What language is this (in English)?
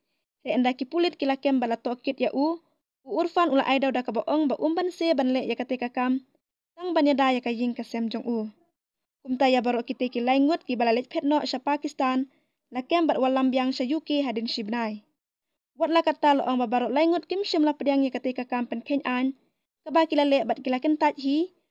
Khasi